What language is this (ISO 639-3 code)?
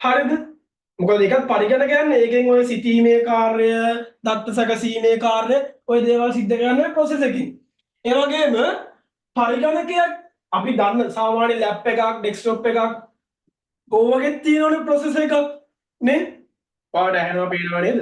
sin